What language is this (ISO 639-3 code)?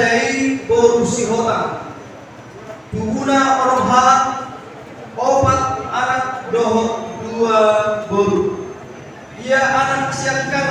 bbc